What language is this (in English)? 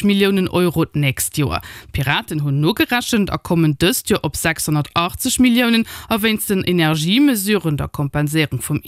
Luxembourgish